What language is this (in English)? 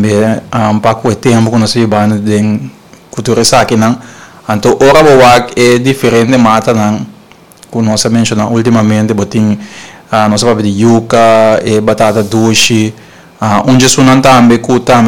Papiamento